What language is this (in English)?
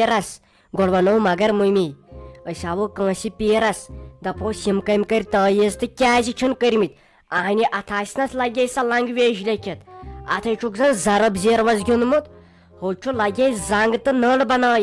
Kashmiri